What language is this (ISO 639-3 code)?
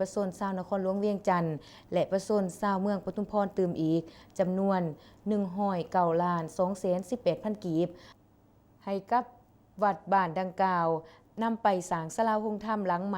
lao